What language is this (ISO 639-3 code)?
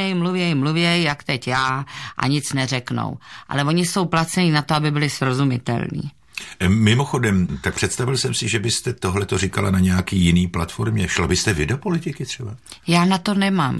ces